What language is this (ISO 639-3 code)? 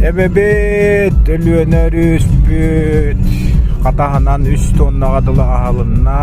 sah